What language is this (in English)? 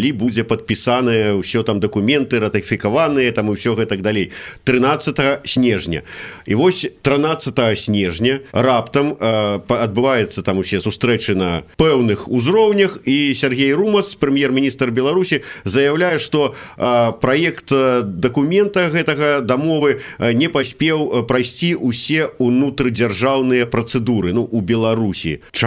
Belarusian